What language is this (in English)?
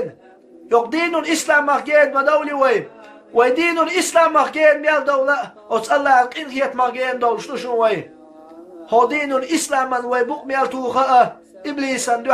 Chechen